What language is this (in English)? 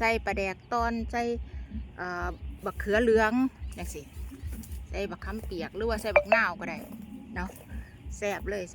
Lao